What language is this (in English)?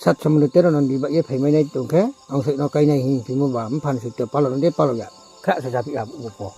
Riang (India)